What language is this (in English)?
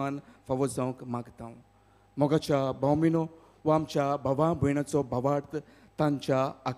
Konkani